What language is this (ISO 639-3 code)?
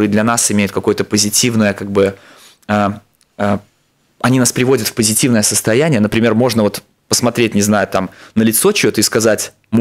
rus